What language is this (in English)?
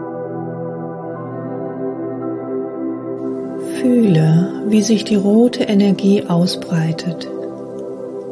German